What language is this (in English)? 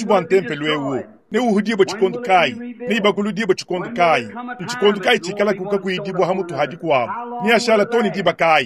Luba-Lulua